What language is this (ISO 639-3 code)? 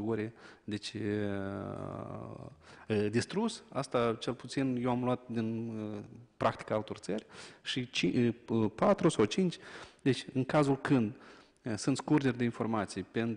ron